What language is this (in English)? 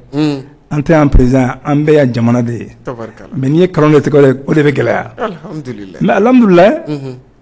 Bambara